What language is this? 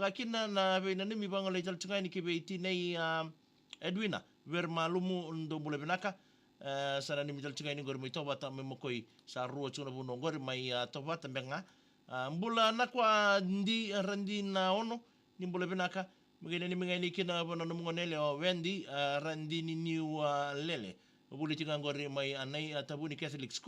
Fijian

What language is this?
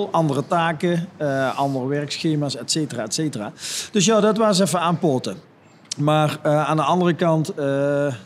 Limburgish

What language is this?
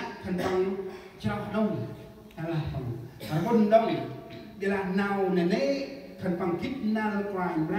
Central Mnong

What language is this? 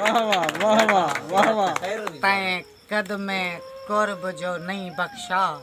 Saraiki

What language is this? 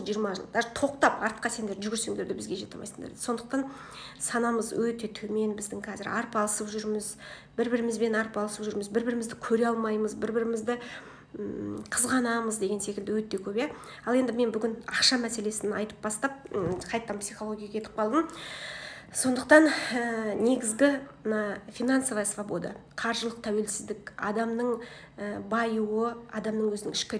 Kazakh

